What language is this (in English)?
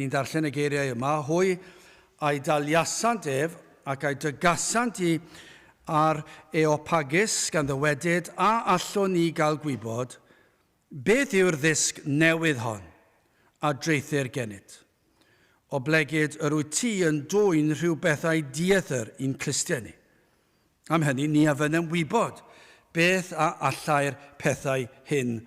Welsh